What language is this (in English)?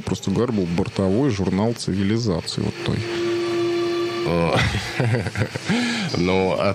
Russian